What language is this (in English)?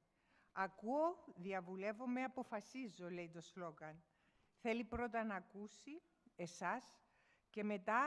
Greek